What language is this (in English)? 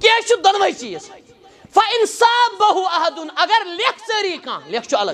Kashmiri